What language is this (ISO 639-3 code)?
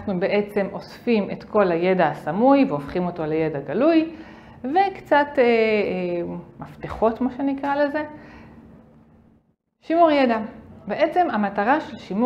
heb